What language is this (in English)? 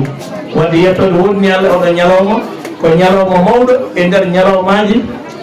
Fula